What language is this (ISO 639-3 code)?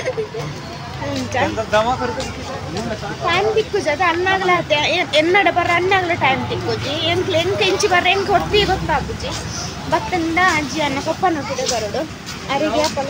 tcy